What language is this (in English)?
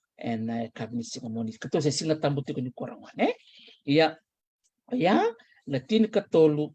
Fijian